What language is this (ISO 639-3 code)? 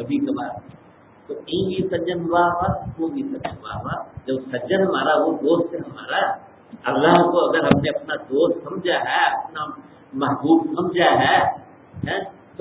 urd